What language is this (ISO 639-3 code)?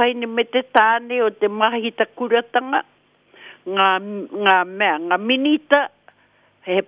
mri